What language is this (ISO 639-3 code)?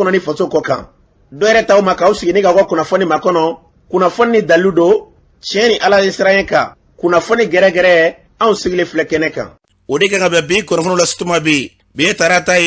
bam